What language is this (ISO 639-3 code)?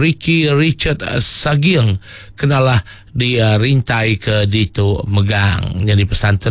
iba